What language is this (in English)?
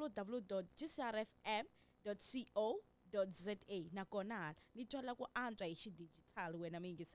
Tsonga